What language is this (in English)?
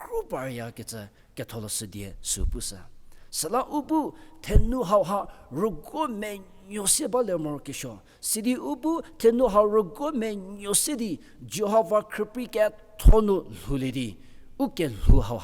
Angami Naga